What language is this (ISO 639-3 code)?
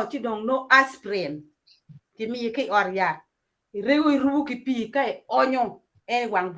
ach